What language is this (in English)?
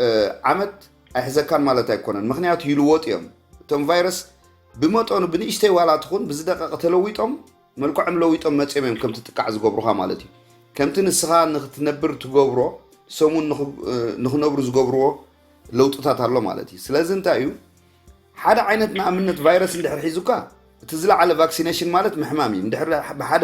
Tigrinya